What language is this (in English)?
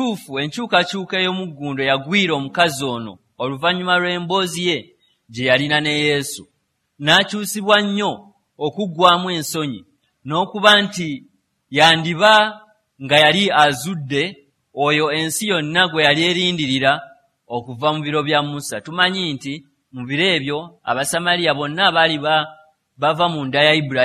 Ganda